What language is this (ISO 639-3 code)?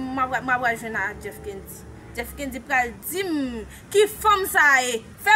hat